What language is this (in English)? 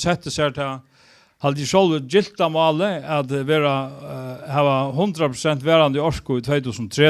Faroese